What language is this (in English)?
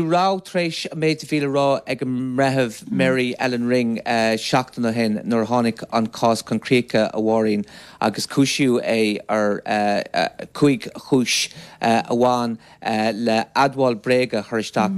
Irish